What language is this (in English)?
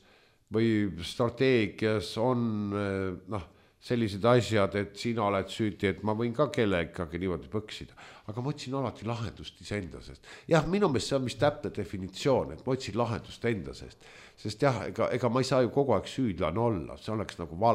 Estonian